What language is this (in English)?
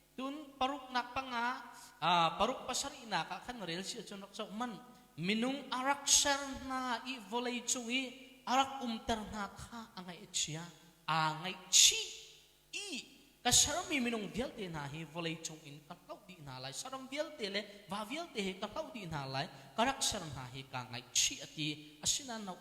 Hakha Chin